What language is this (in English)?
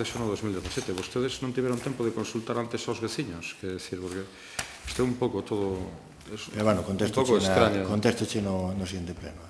Galician